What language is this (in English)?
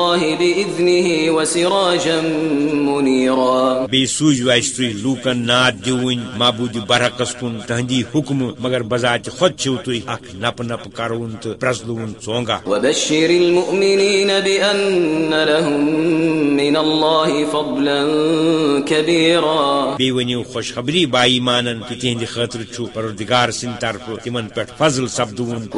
Kashmiri